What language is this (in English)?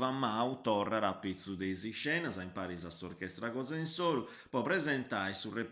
Sardinian